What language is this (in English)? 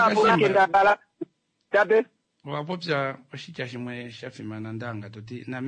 Kuanyama